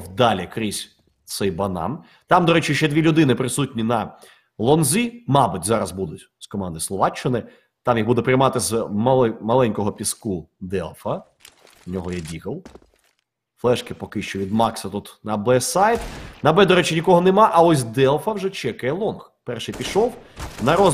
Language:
Ukrainian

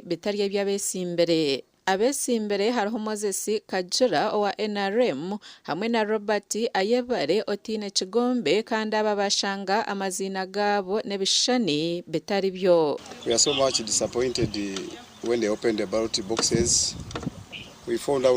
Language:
Nyankole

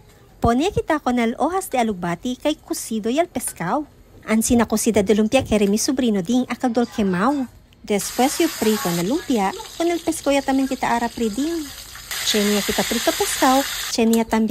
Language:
Chavacano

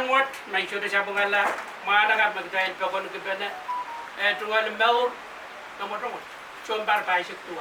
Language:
Pohnpeian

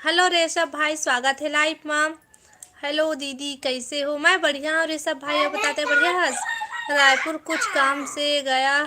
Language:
Chhattisgarhi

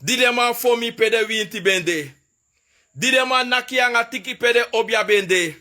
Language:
Sranan Tongo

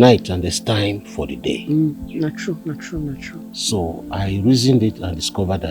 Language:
Nigerian Pidgin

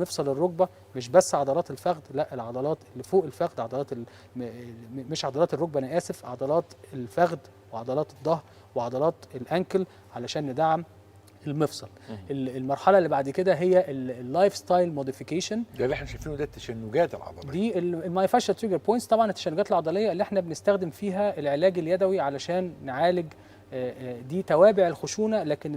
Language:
Egyptian Arabic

